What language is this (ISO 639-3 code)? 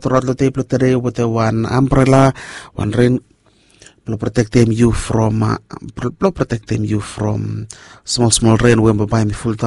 bis